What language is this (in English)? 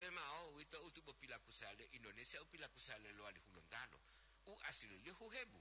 Gorontalo